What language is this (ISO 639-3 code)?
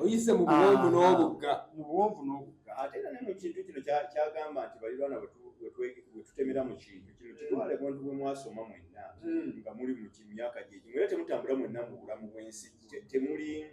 lug